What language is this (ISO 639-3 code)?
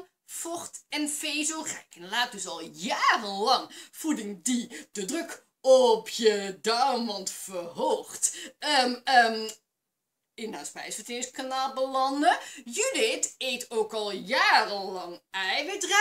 nld